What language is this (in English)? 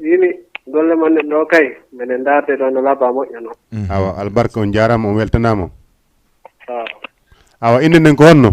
Fula